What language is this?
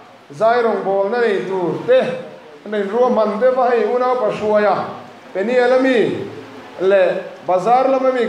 Mizo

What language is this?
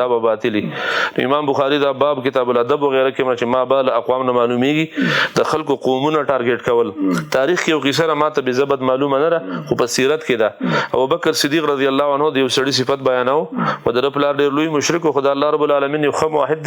Pashto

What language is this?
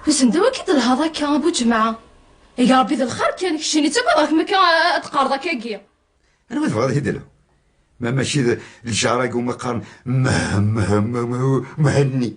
Kabyle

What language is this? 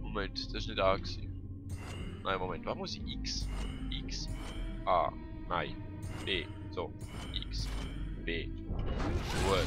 Swiss German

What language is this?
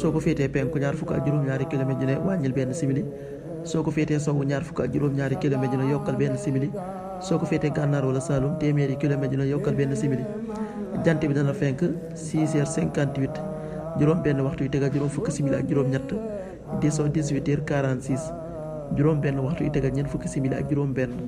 Wolof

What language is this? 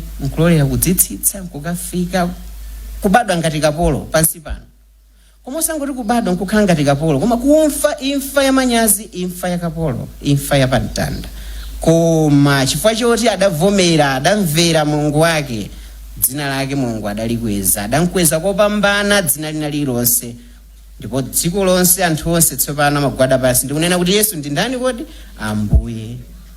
Nyanja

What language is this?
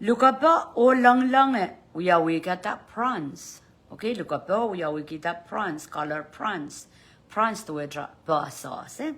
Pohnpeian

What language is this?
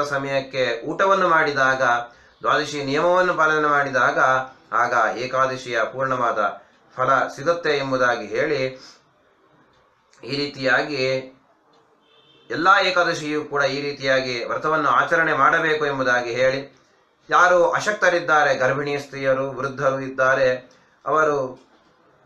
Kannada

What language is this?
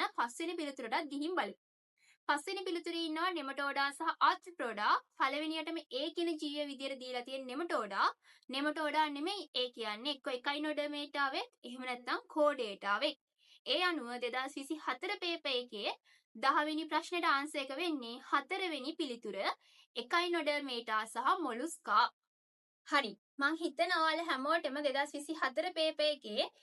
Sinhala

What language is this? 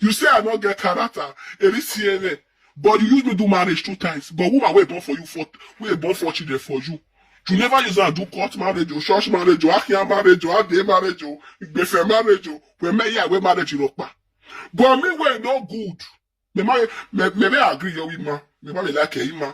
Nigerian Pidgin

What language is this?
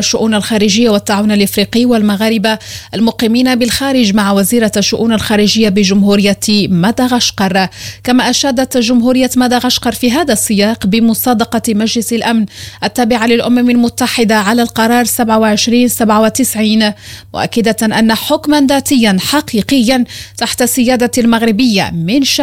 Arabic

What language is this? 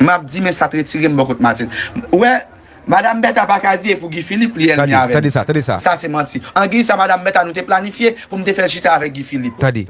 Haitian Creole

